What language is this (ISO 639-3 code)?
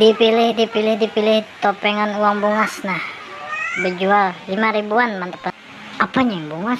bjn